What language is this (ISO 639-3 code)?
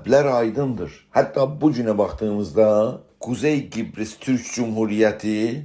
azb